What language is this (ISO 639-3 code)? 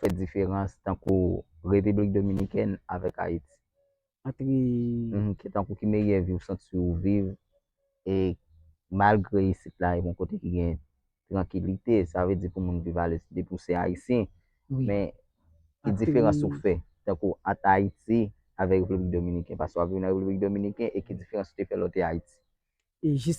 hat